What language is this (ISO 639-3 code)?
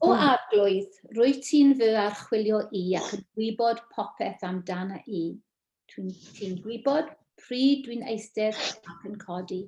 cym